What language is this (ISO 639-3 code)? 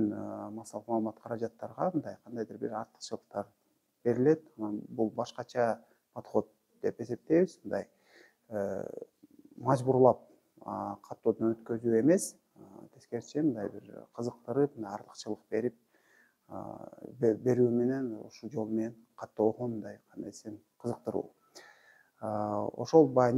kir